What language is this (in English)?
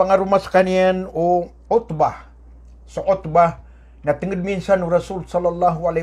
Maranao